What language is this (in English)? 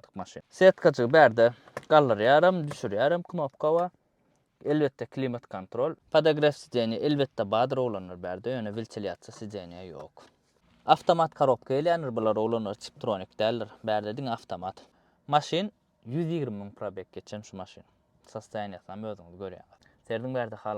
Turkmen